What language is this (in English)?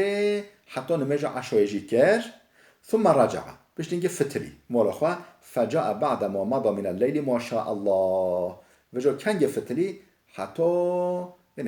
Kurdish